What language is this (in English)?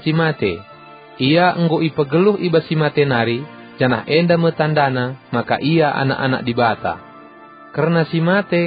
Batak Karo